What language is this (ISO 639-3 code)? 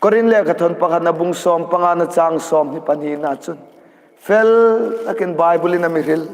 hmr